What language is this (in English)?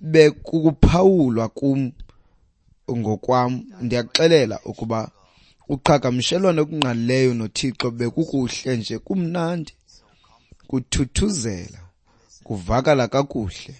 Xhosa